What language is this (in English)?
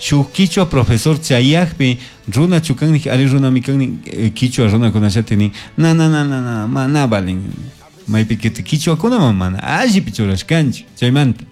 Chimborazo Highland Quichua